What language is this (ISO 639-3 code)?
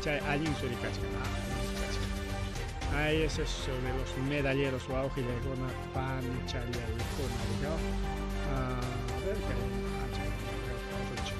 quy